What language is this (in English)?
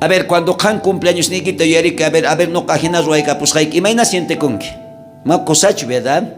South Bolivian Quechua